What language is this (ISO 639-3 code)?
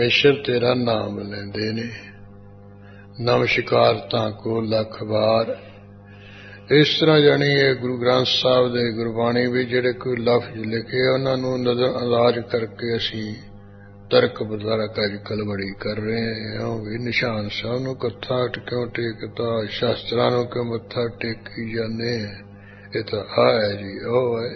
pan